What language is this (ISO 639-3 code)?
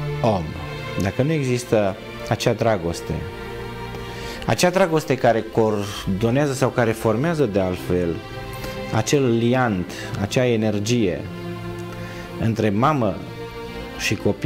ron